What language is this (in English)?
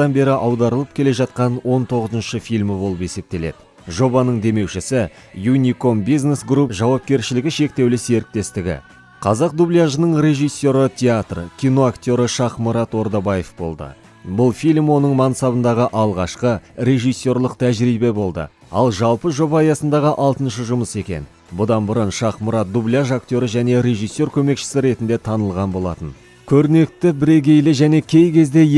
Kazakh